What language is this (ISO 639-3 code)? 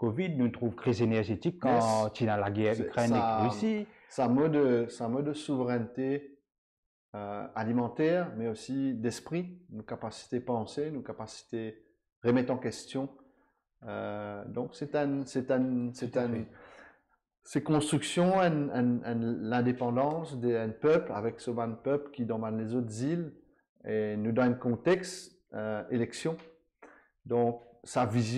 mfe